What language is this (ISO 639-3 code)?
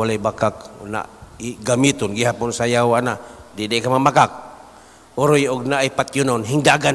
ceb